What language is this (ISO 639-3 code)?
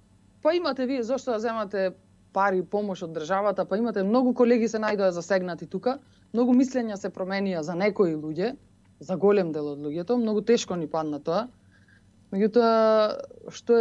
mkd